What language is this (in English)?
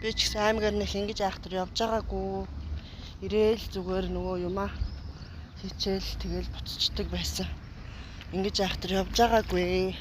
Mongolian